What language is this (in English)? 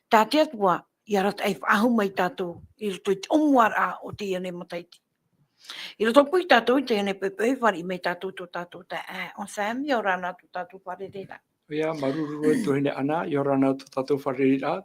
Tahitian